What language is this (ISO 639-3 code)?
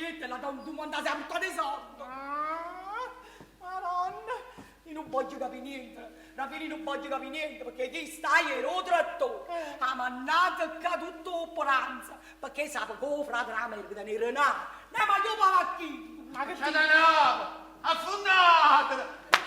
nap